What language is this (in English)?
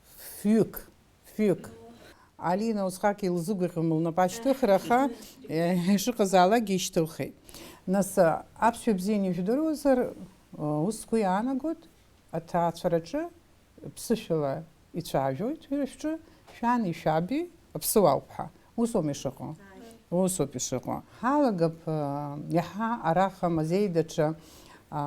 Abkhazian